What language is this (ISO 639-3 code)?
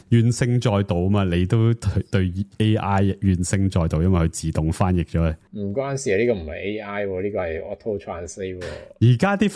yue